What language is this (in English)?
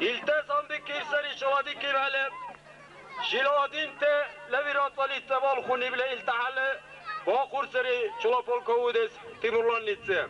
Dargwa